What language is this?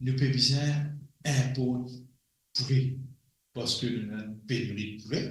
Morisyen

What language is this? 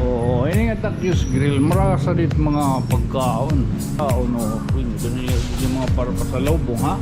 Waray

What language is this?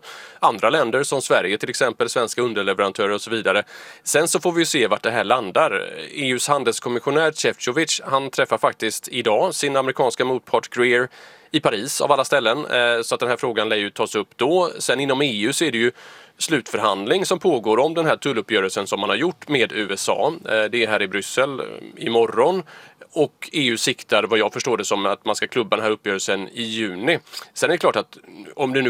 Swedish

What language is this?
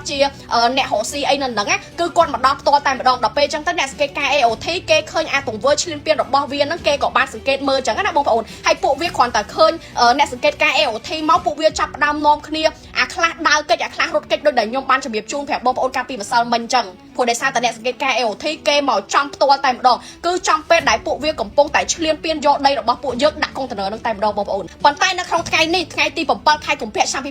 Khmer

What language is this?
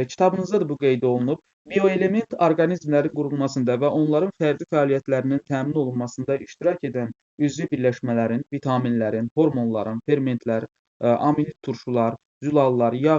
Azerbaijani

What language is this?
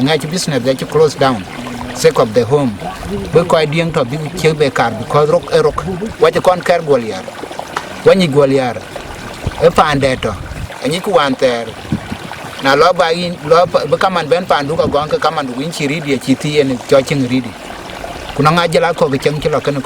Dinka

